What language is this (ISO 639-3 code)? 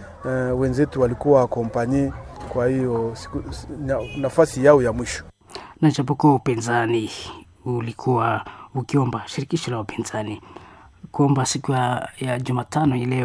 swa